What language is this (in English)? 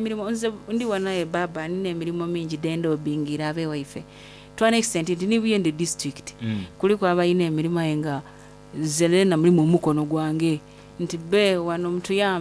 Soga